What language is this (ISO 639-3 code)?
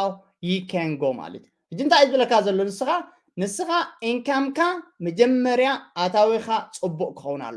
tir